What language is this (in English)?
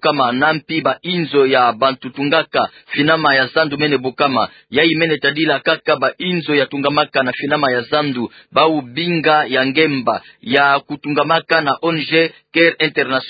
Kituba (Democratic Republic of Congo)